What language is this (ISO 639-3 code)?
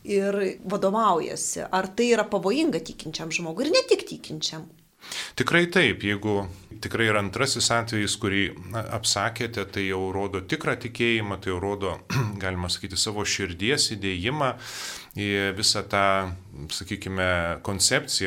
lit